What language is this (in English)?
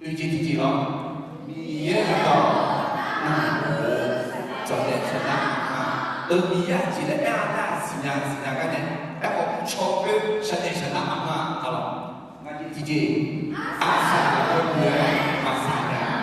Akha